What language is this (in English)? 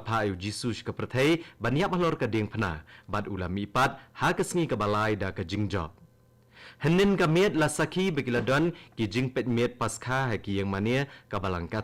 Khasi